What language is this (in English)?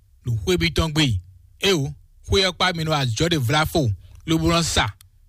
Fon